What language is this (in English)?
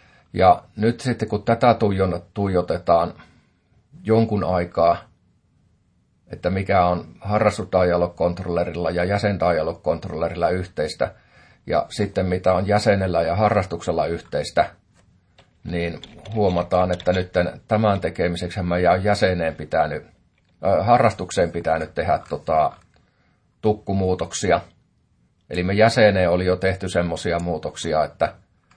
Finnish